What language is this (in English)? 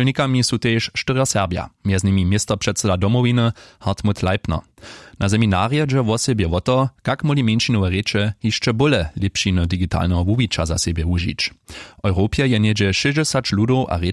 Upper Sorbian